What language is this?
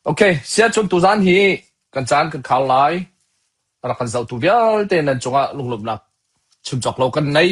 Hakha Chin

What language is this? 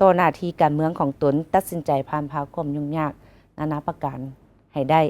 Lao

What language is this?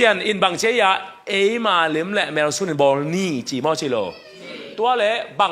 Tedim Chin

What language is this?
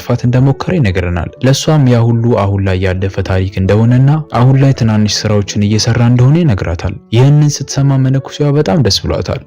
Amharic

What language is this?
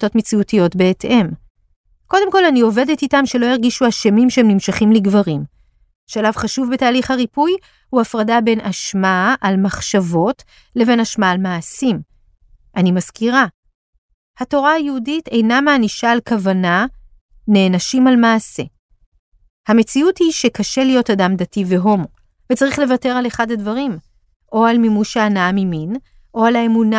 Hebrew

